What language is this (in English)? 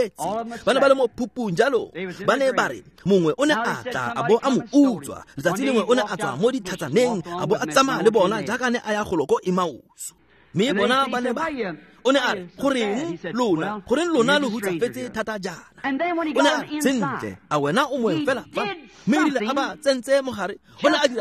Tswana